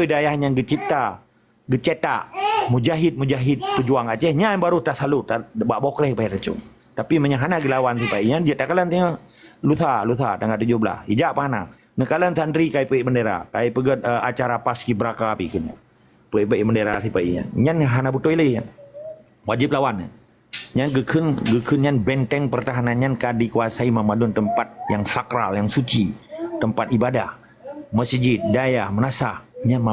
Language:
Achinese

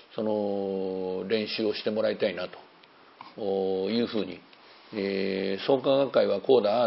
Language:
Japanese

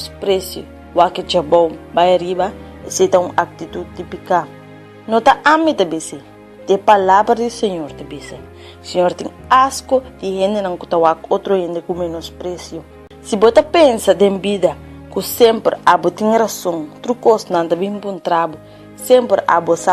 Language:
Papiamento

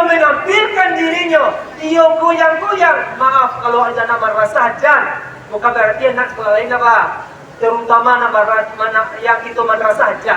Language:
Minangkabau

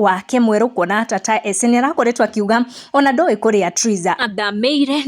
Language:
Kikuyu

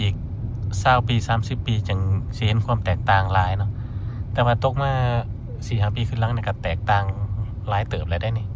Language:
Lao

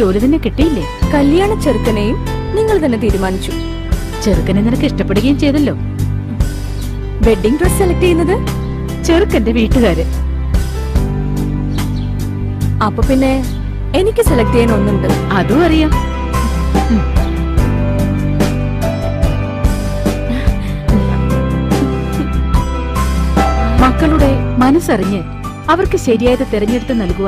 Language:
Malayalam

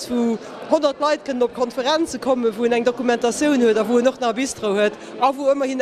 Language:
Luxembourgish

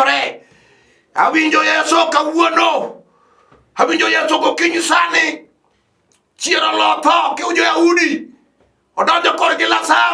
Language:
Luo (Kenya and Tanzania)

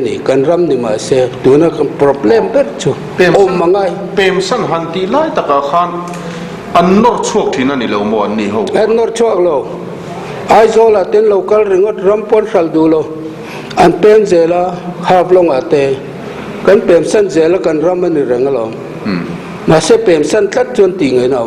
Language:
Mizo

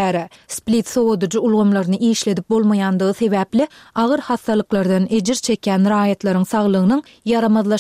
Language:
Turkmen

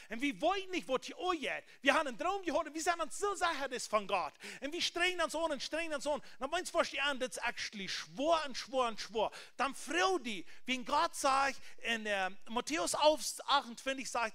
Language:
Plautdietsch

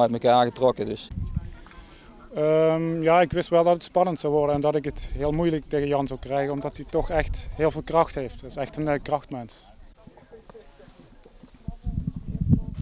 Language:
Dutch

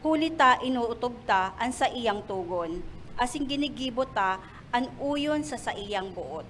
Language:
Bikol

